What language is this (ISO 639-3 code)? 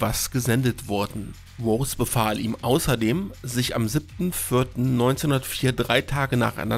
deu